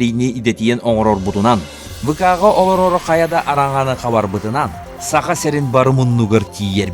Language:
Yakut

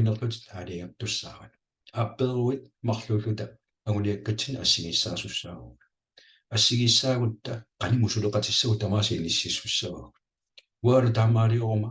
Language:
Kalaallisut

